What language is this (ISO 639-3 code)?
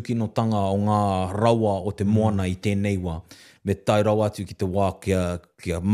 mri